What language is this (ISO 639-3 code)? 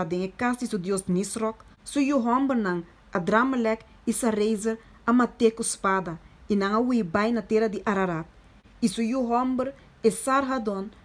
pap